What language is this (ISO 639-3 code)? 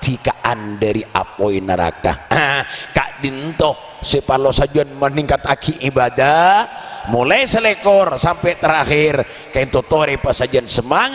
mad